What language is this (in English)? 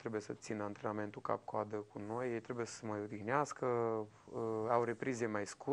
Romanian